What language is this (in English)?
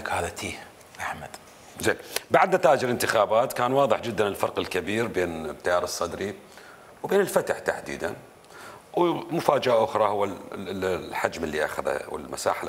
Mesopotamian Arabic